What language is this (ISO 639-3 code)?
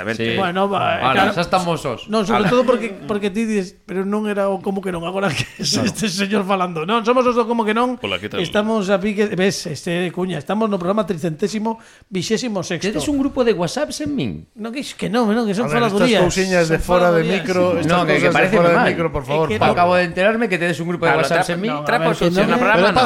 glg